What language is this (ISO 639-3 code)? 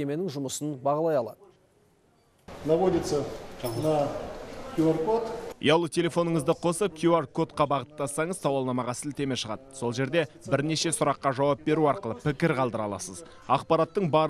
kaz